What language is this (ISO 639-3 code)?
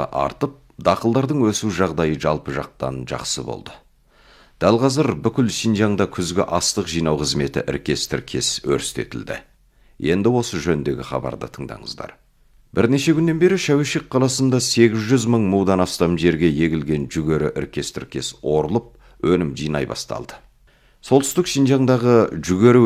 kaz